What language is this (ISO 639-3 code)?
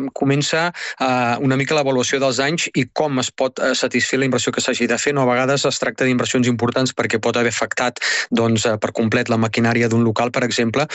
cat